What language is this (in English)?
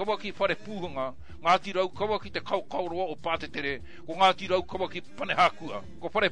Māori